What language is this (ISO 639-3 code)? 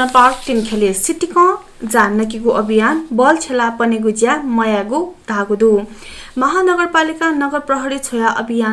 new